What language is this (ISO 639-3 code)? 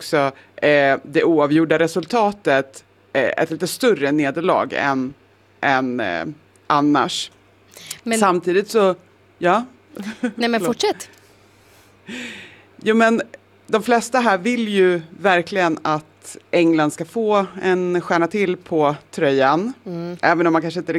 swe